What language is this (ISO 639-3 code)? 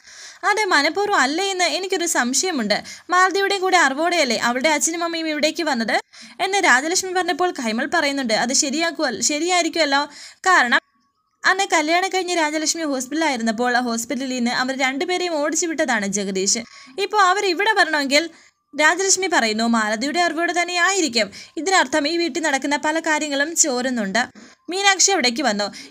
mal